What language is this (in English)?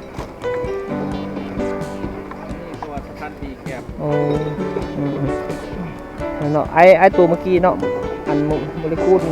Lao